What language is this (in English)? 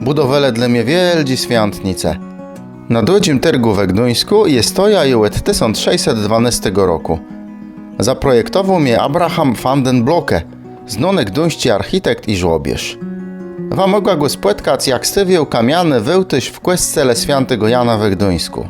Kashubian